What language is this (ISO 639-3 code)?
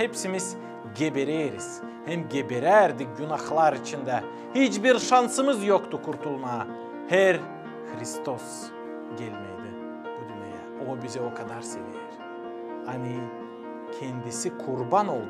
gag